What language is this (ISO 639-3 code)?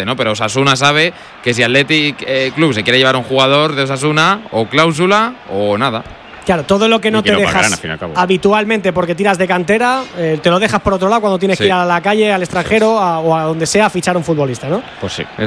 spa